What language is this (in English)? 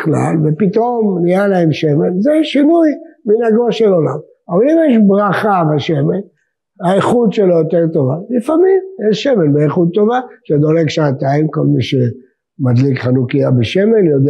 Hebrew